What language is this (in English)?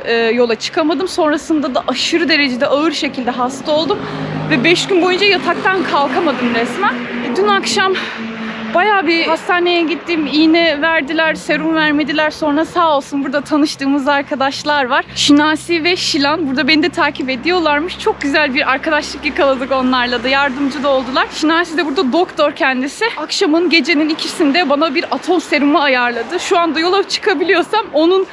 Turkish